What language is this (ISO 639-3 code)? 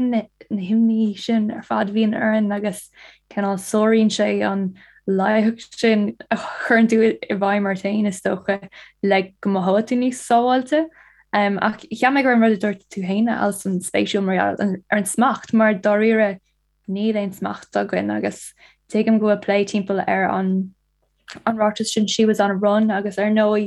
gle